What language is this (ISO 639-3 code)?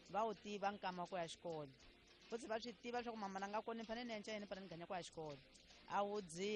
tso